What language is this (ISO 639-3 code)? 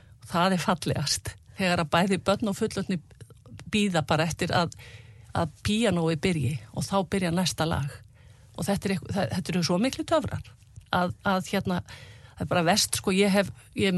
isl